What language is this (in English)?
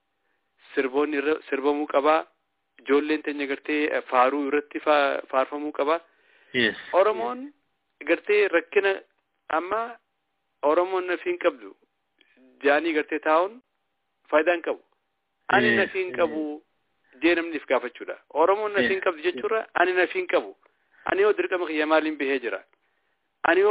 Oromo